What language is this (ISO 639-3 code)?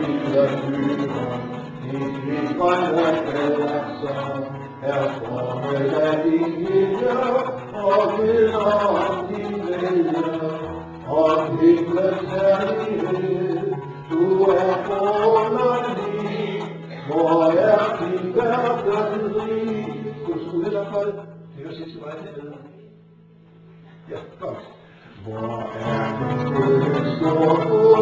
dan